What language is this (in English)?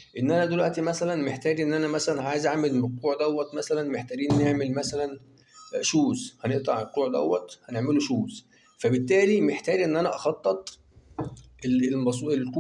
Egyptian Arabic